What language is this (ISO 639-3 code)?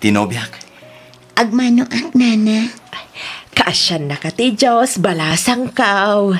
ilo